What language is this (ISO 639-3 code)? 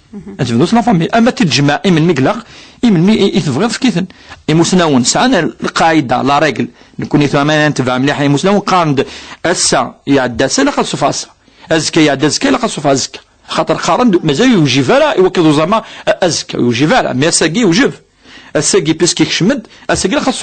kab